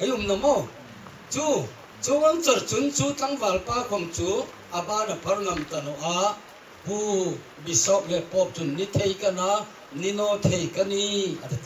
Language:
Hmar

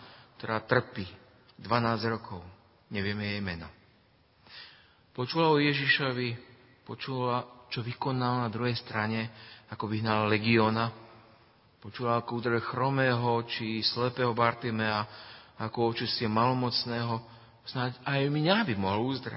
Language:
Slovak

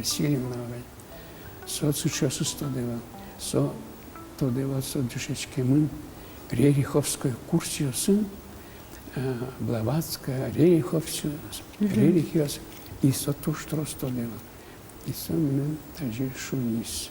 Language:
Udmurt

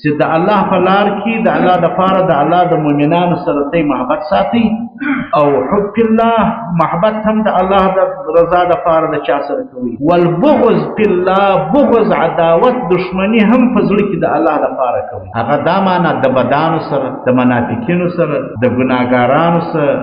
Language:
Pashto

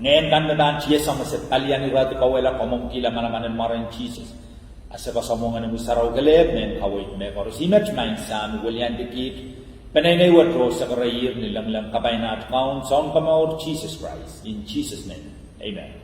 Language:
Pohnpeian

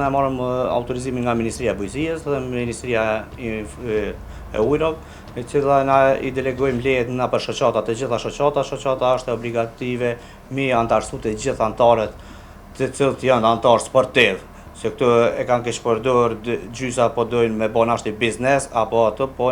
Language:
Albanian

